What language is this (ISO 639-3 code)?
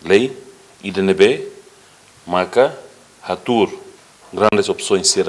tet